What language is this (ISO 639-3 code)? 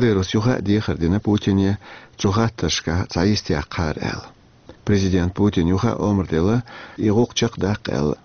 che